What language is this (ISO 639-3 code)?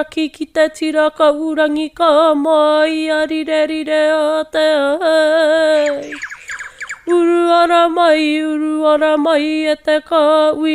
mri